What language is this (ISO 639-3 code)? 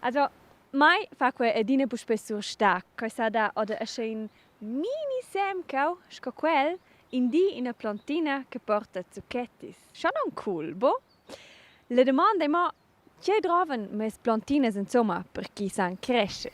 roh